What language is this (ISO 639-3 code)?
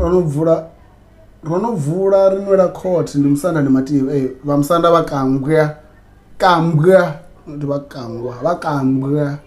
ven